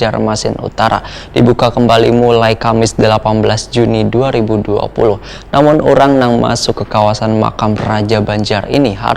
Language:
Banjar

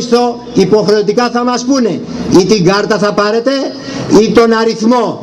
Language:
Greek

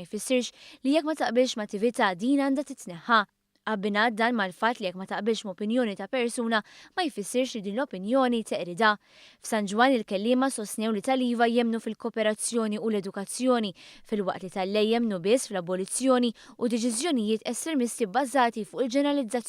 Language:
Maltese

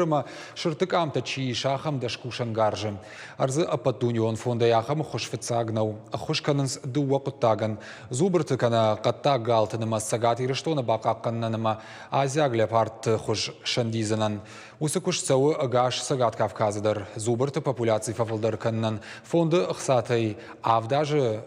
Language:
Ossetic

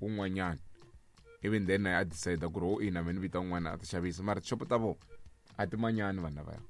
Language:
Tsonga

